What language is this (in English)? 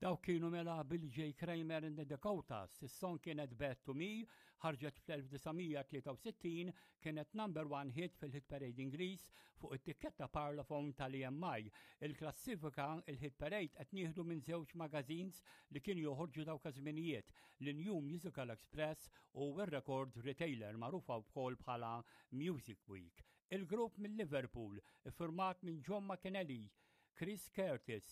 Maltese